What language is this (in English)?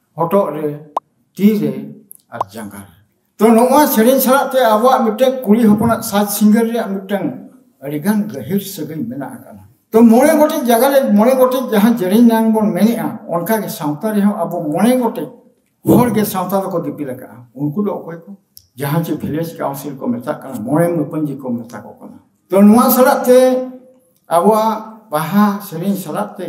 Santali